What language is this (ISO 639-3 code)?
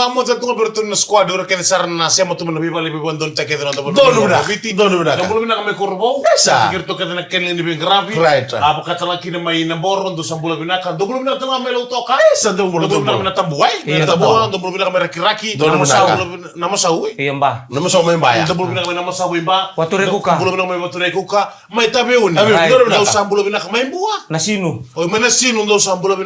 fij